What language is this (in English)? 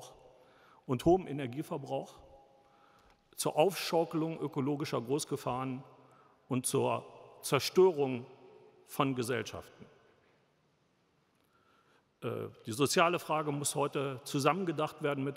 German